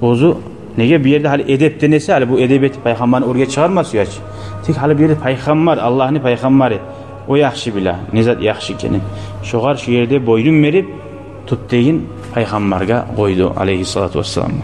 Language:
Kumyk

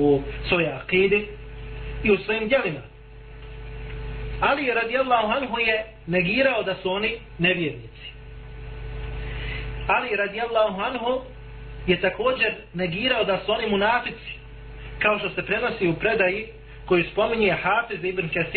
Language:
Bosnian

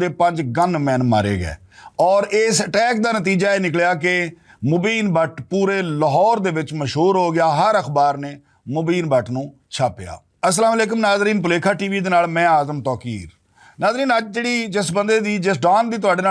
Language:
Western Panjabi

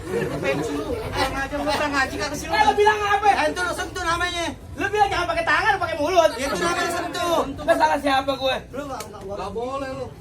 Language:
Betawi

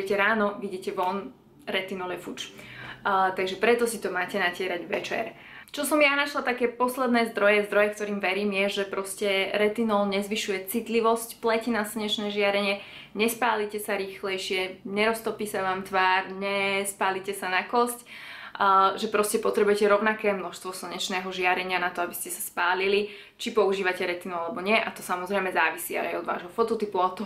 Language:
Slovak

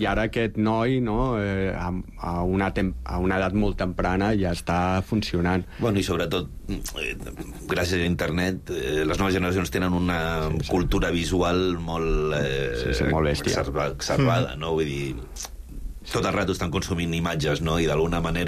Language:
Catalan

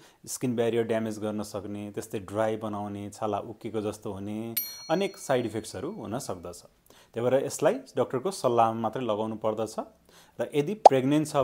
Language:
Nepali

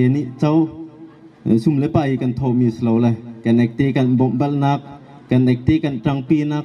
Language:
Bawm Chin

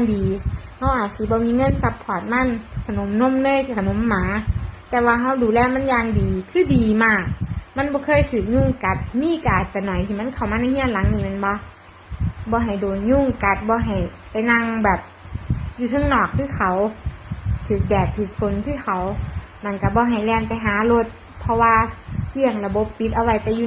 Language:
Lao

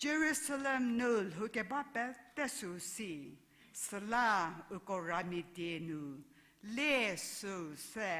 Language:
Angami Naga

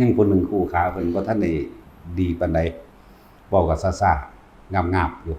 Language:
Northeastern Thai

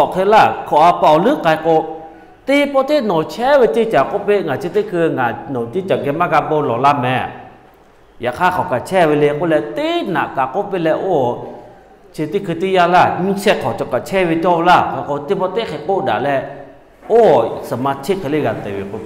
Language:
Lahu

